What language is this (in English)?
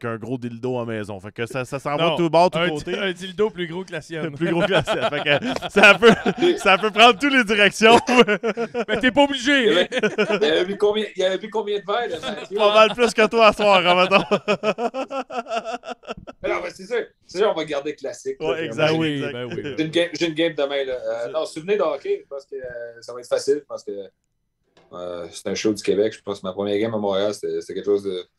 French